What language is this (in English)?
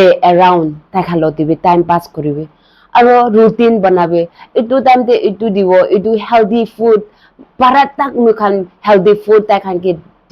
Naga Pidgin